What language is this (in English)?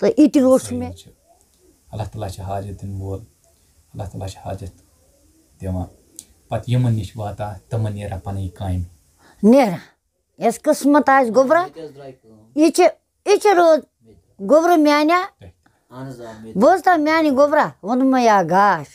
Kashmiri